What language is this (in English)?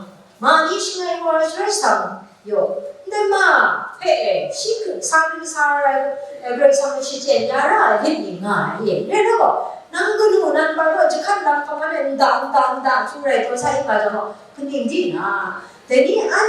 Kachin